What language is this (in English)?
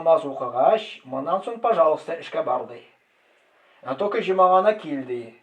Tatar